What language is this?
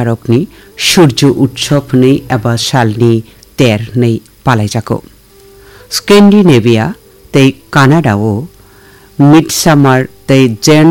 Kok Borok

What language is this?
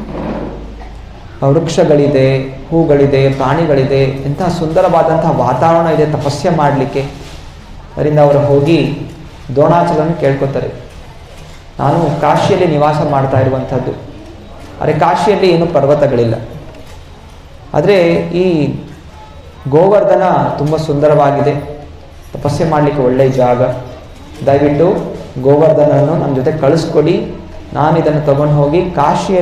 Kannada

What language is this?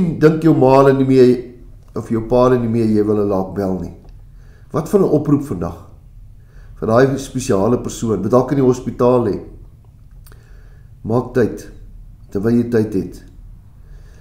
Afrikaans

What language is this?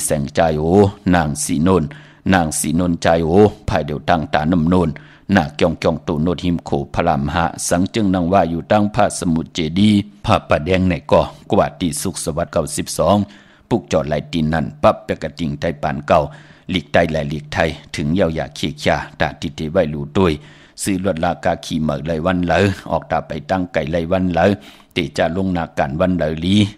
Shan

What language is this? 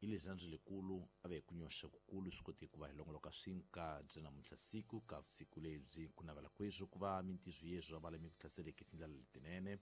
Tsonga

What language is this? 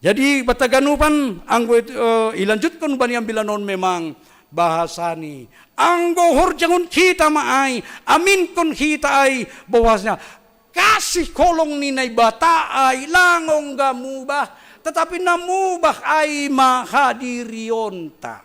Batak Simalungun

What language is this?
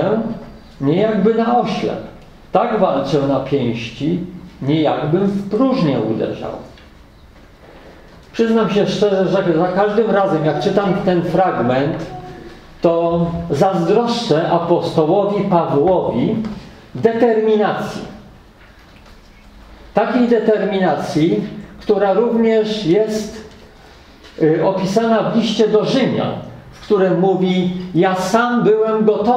Polish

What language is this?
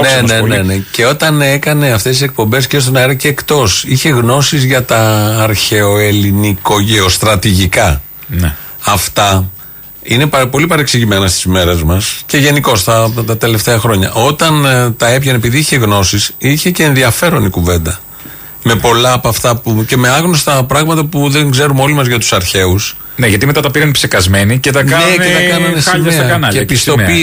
Greek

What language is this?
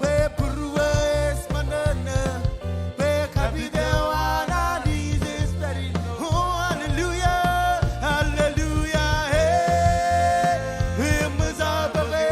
Marshallese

